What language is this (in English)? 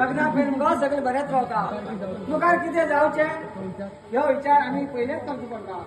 Konkani